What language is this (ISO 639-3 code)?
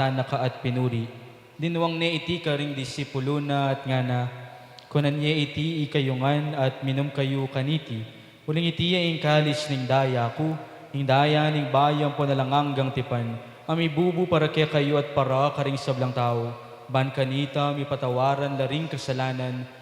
pam